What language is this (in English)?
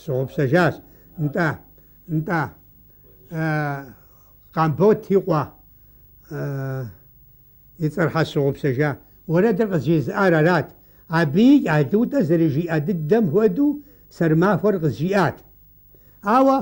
Kabardian